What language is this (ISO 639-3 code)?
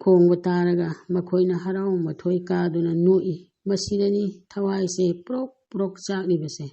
mni